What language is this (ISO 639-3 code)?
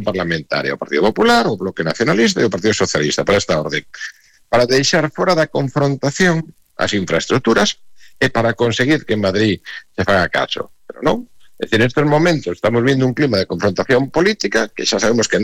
glg